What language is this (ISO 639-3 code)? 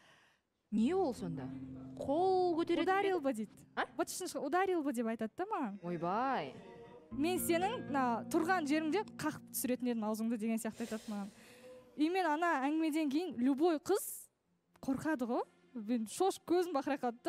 kaz